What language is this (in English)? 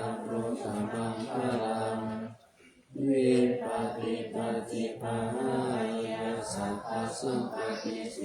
Pali